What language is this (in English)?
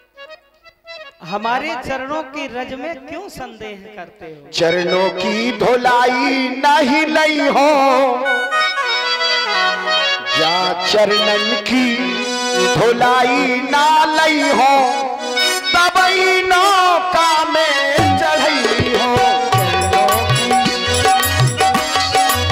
Hindi